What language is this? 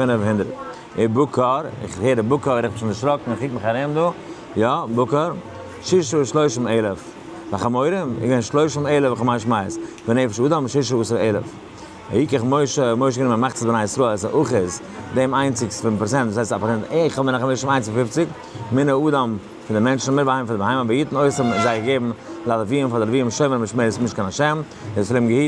Yiddish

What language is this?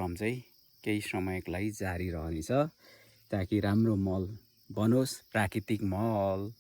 Nepali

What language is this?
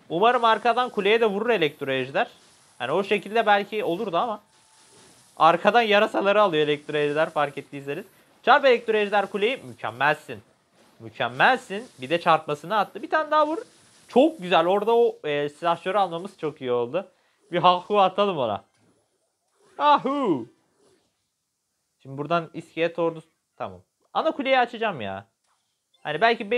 Turkish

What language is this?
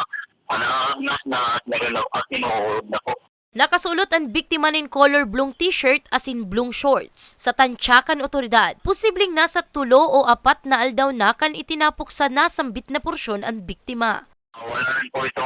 Bikol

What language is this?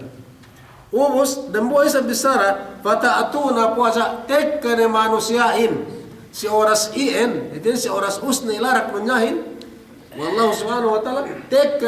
Yakan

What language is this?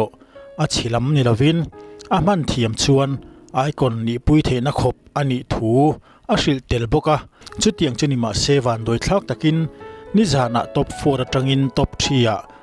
Mizo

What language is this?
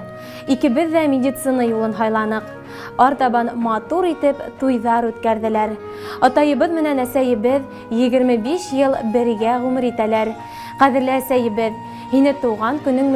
Bashkir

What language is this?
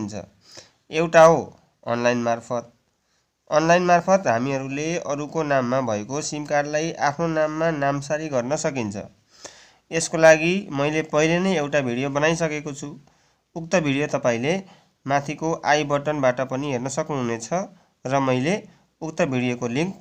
Nepali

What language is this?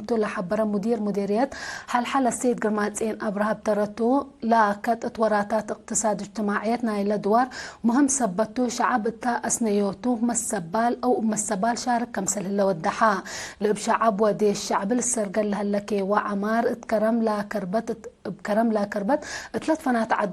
Tigre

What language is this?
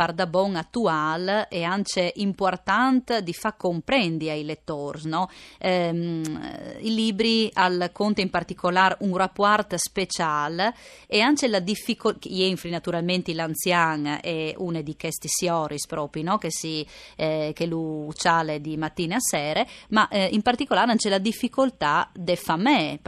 Friulian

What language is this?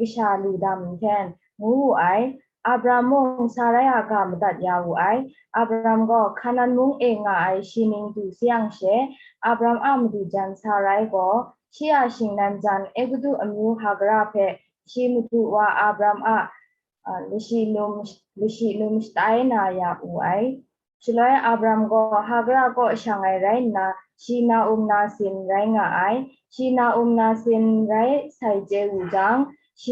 Kachin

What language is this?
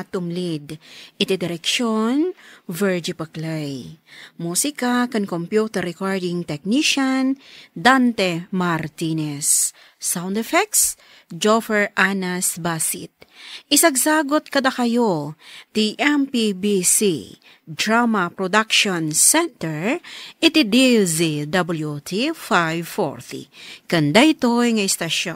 Iloko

